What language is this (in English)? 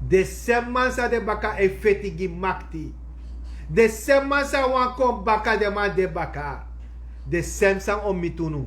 Sranan Tongo